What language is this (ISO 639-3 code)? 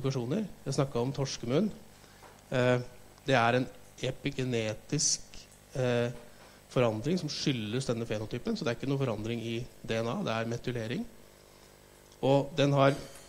nor